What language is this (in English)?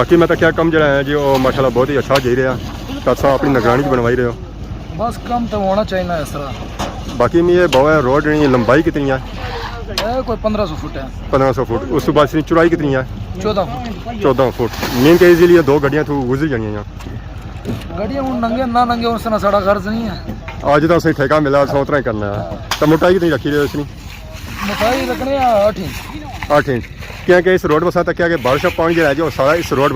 Pahari-Potwari